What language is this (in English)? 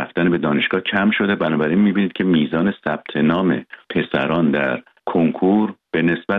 Persian